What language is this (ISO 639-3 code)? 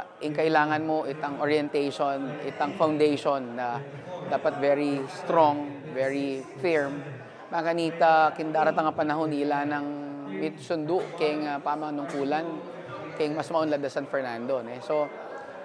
pam